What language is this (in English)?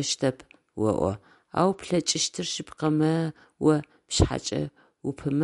Adyghe